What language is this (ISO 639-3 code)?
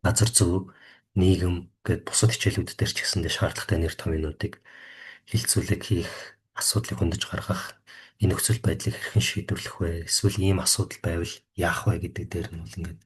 mon